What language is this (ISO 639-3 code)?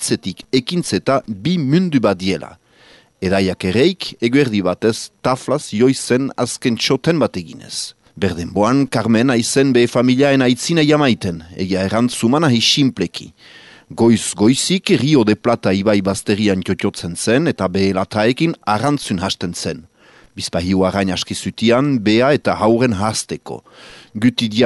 eus